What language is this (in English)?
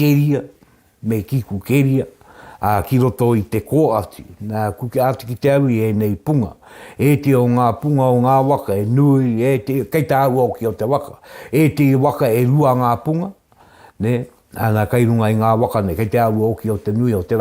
Māori